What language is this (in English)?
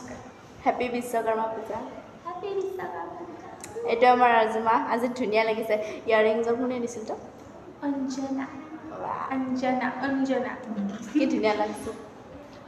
Assamese